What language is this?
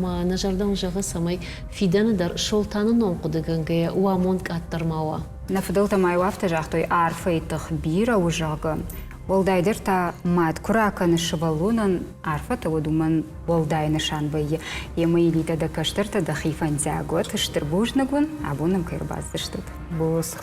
Ossetic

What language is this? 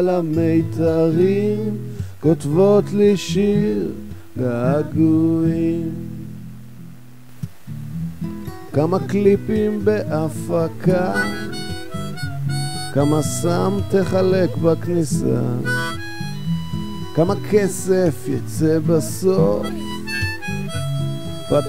Hebrew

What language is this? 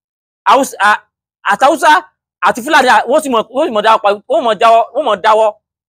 Yoruba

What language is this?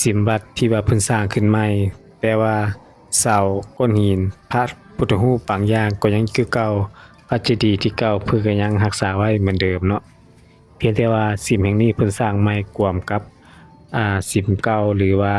Lao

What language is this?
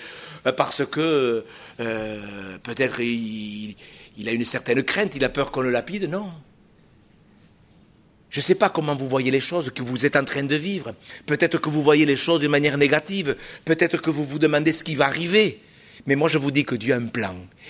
French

